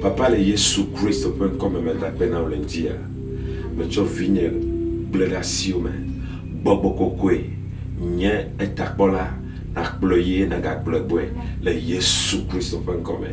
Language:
Ewe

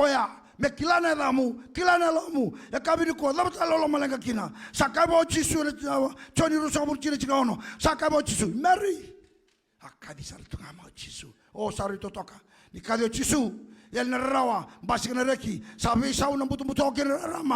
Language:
Fijian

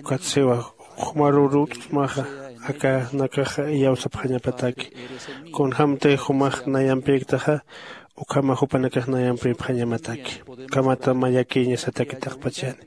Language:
Aymara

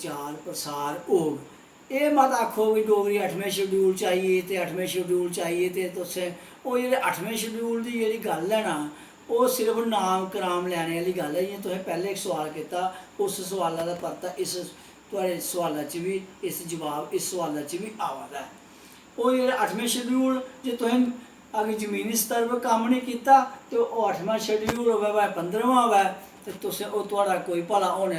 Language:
Dogri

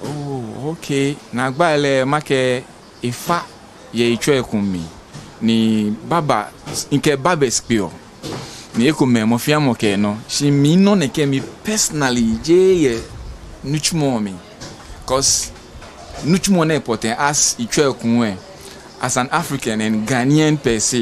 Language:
Ga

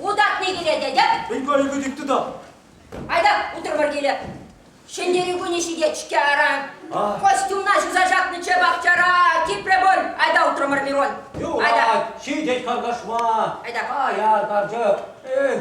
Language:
Chuvash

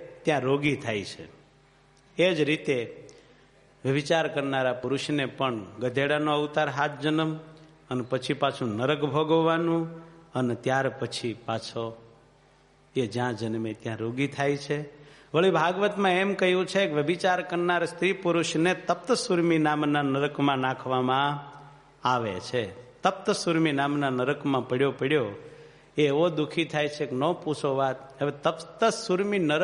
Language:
Gujarati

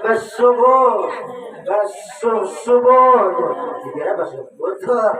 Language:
Banjar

